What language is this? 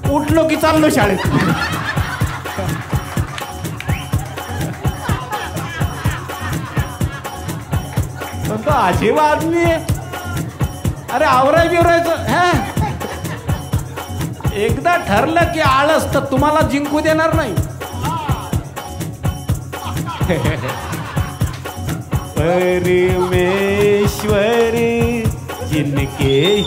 Marathi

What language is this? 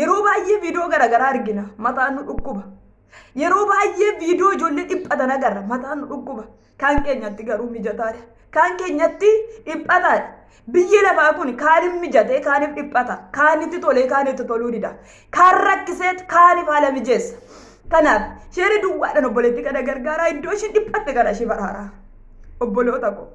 Oromo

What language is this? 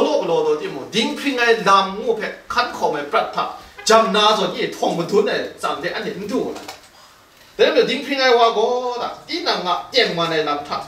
Kachin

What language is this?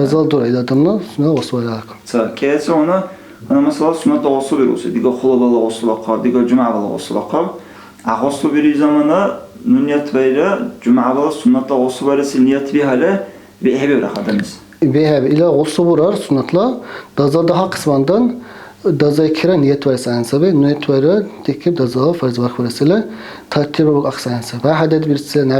Dargwa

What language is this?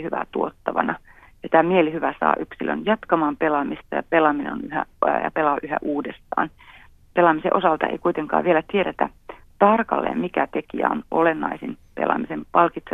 Finnish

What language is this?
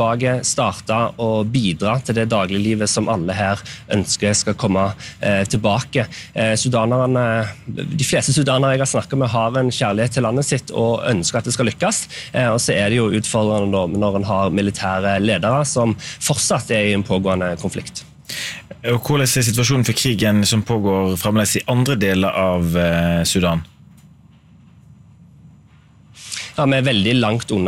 Norwegian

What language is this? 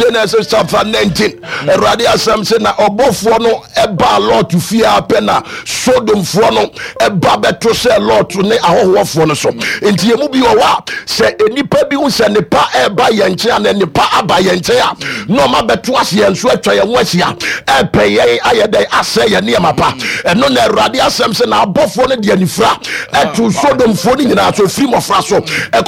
Akan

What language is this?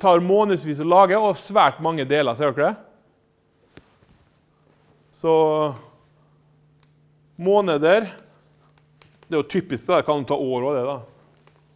Norwegian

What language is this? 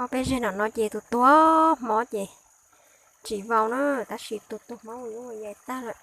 Hmong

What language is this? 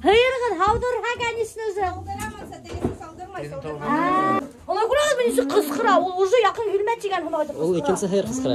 Bashkir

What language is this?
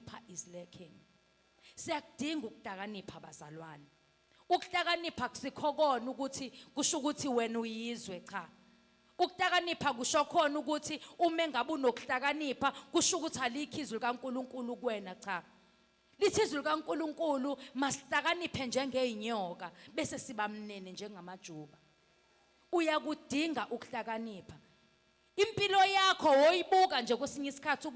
Zulu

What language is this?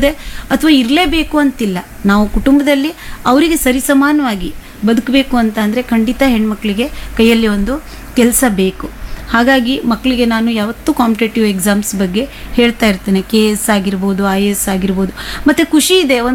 Kannada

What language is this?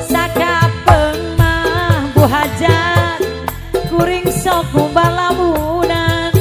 Sundanese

